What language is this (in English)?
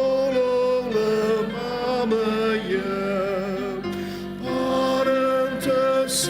Ao Naga